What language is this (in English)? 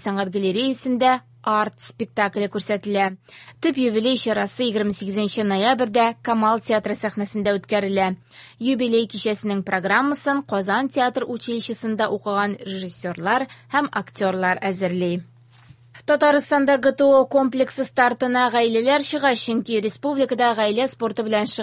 Tatar